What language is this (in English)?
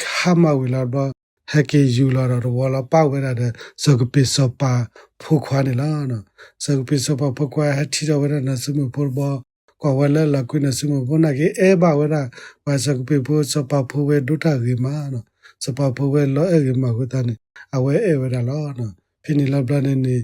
S'gaw Karen